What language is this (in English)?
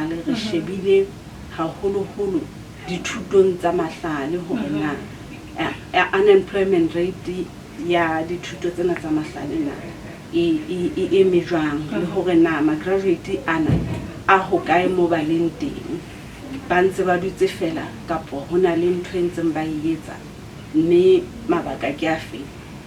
Southern Sotho